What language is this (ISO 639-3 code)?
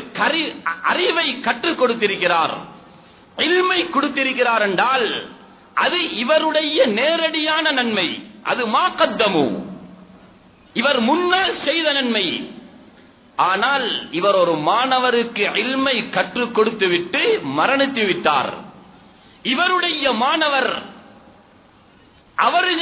tam